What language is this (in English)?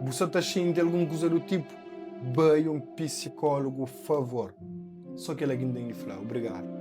Kabuverdianu